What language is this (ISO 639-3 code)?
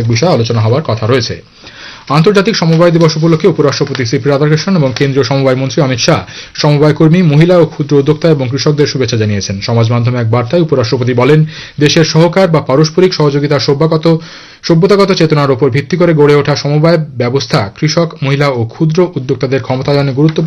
ben